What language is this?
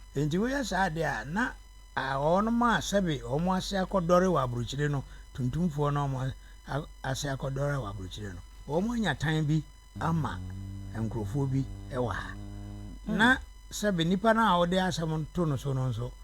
Akan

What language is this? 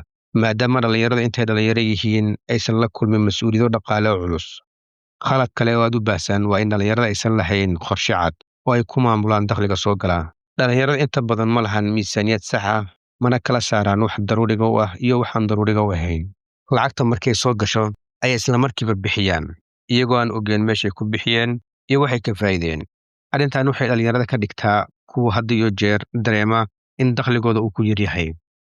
Somali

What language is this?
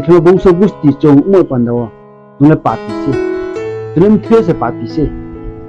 Riang (India)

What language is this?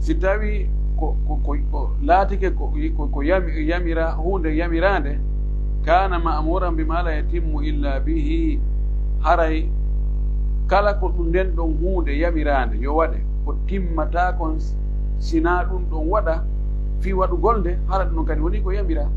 Pular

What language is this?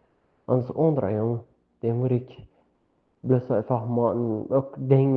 Plautdietsch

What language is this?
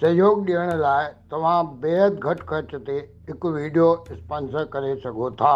Sindhi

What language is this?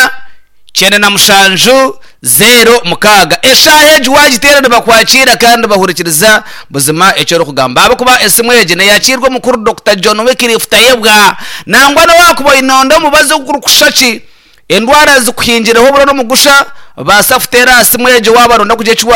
Nyankole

